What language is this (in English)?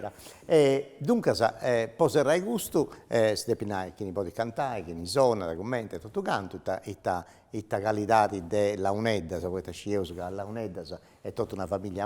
Sardinian